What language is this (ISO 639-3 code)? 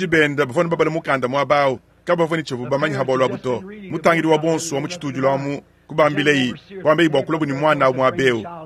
lua